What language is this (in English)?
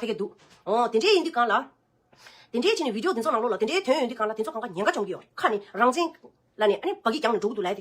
Tibetan